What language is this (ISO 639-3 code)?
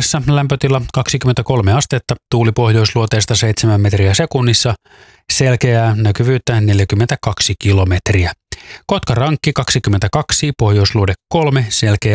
fin